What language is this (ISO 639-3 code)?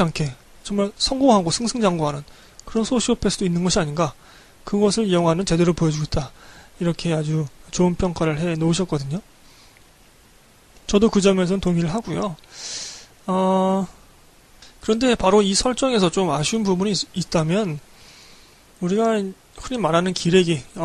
kor